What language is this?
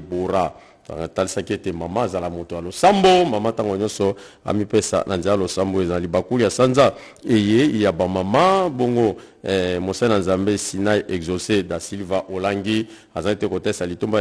Lingala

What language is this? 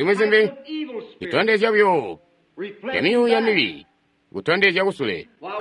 Tonga (Zambia)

